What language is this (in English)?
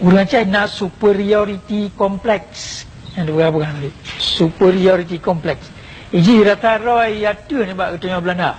Achinese